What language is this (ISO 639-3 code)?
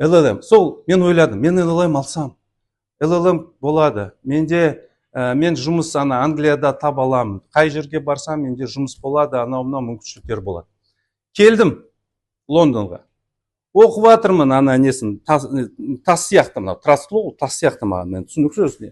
kaz